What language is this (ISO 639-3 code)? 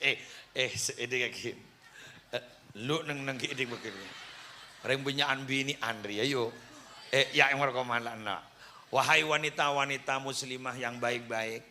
mad